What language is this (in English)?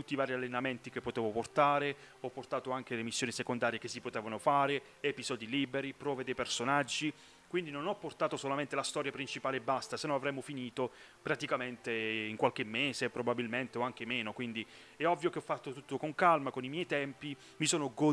Italian